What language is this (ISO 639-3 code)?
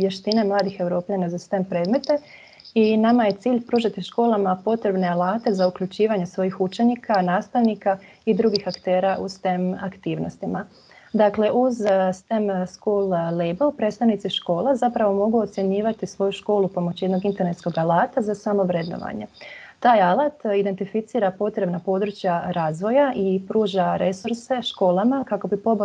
hrv